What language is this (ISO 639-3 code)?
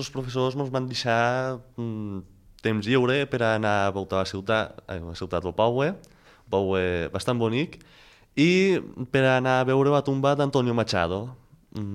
cat